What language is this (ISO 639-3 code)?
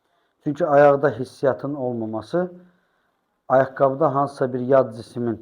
aze